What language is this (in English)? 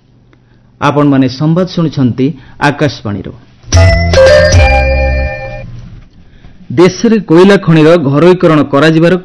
Odia